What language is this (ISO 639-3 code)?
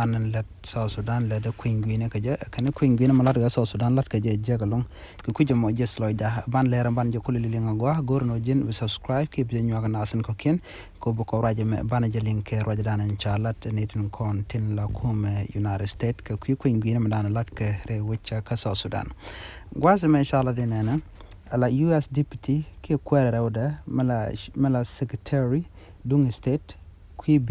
nus